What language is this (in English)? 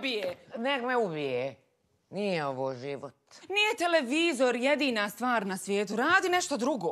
Bosnian